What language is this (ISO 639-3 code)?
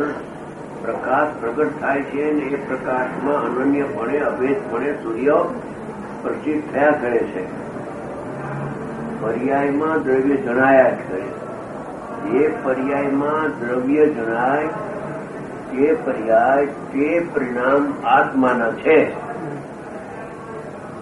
guj